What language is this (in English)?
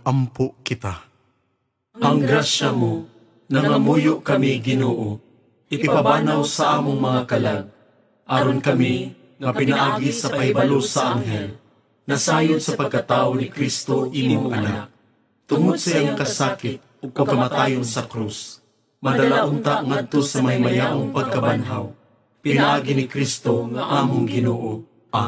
Cebuano